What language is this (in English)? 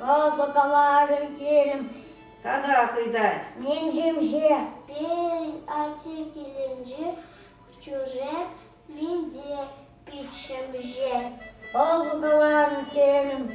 Chuvash